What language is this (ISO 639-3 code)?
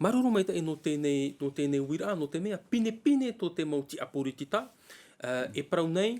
tah